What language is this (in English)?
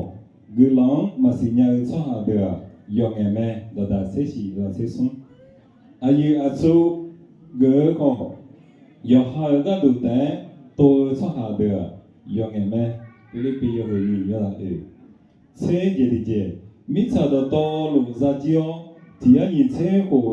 Akha